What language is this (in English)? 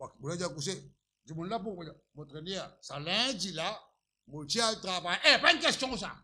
Morisyen